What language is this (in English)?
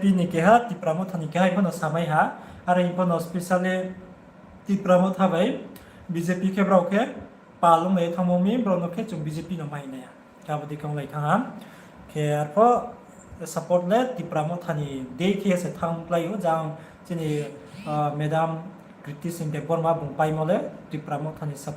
Riang (India)